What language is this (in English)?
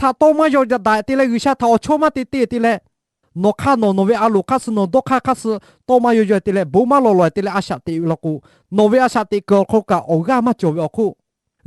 Lahu